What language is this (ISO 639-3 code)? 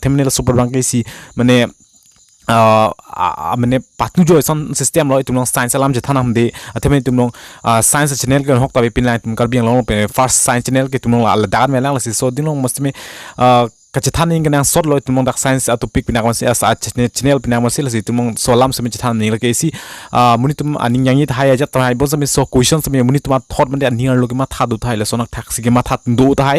mjw